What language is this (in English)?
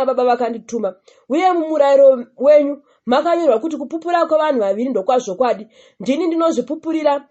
Shona